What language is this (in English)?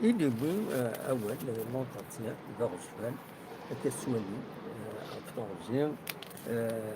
Kabyle